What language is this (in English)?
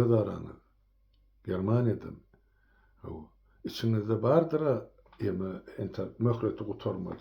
Turkmen